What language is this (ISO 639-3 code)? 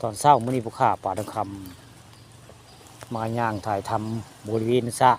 tts